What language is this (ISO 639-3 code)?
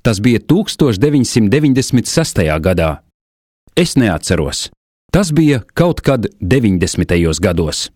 lav